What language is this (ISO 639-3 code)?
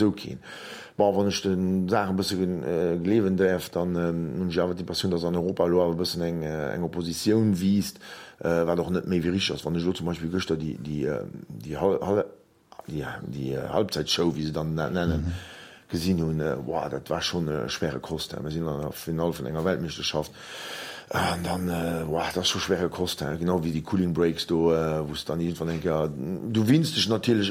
ltz